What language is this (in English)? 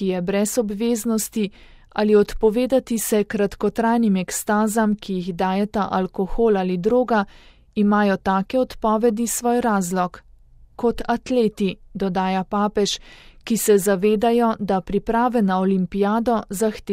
Slovenian